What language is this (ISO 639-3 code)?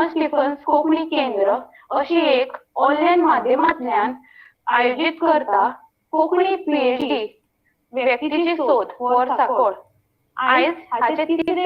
kok